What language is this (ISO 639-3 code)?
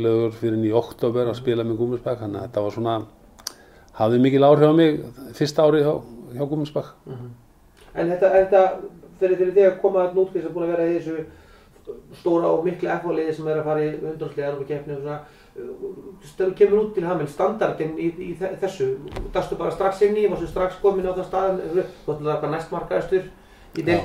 isl